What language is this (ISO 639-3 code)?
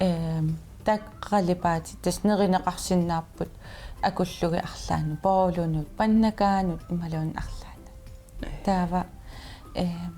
kal